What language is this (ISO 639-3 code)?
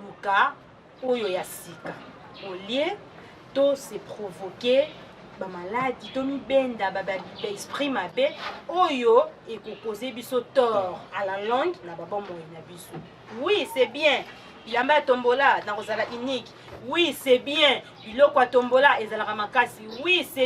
lin